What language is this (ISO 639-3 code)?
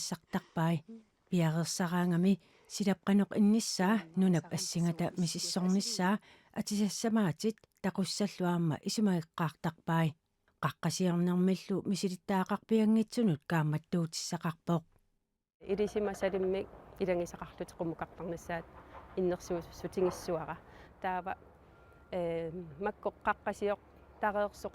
kal